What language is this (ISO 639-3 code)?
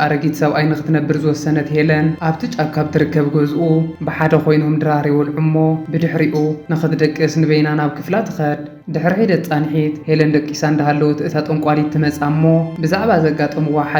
tir